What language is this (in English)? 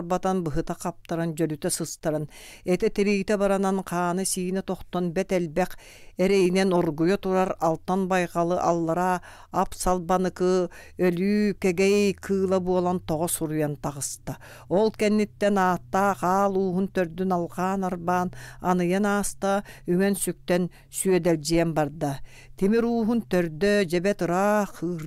Yakut